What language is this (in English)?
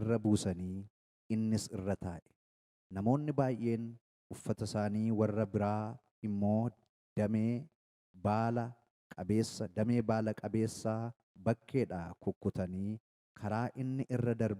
Oromo